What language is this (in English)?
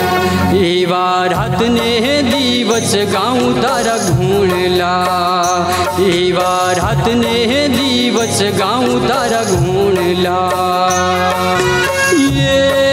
Gujarati